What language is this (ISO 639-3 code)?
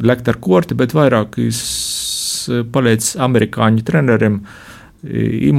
lav